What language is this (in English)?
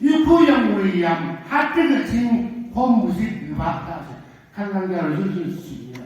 Naga Pidgin